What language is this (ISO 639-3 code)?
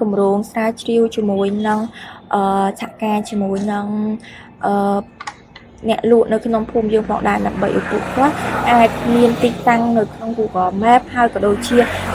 khm